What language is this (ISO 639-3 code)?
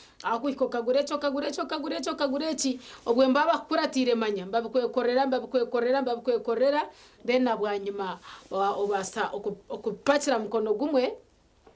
nyn